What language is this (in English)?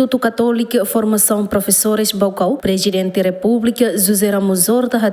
Tetum